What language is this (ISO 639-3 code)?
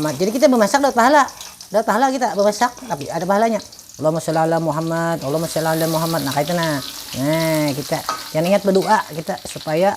bjn